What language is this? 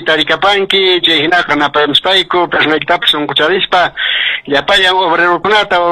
Quechua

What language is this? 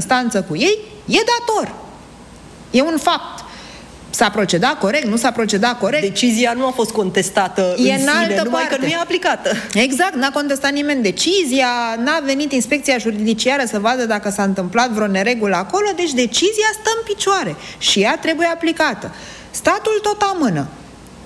Romanian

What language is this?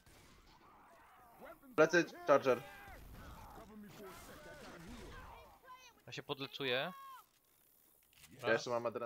Polish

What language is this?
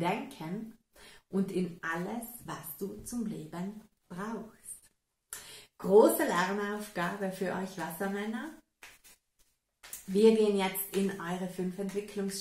German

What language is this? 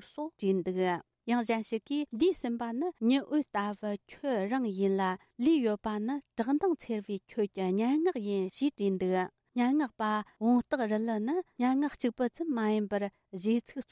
Tibetan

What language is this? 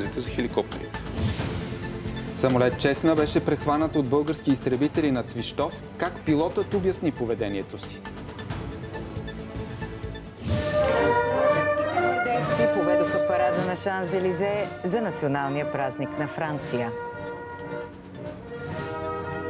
Bulgarian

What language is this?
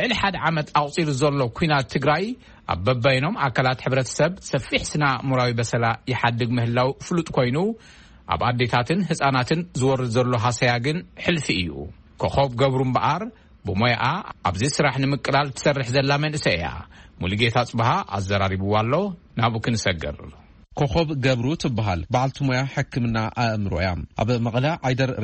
Tigrinya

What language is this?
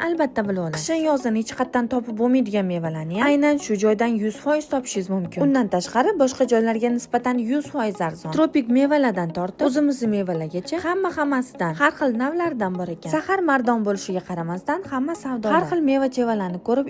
Uzbek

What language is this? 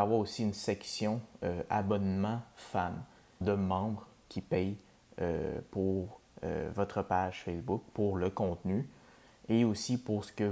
French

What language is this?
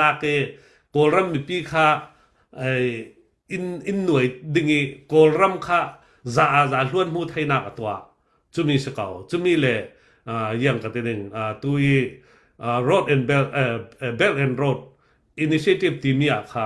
Falam Chin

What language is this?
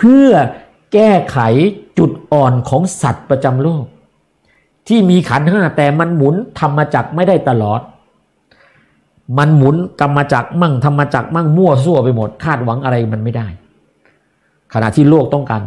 Thai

